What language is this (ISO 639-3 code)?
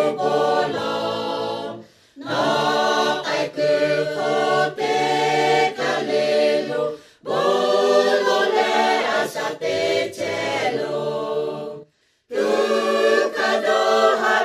lhu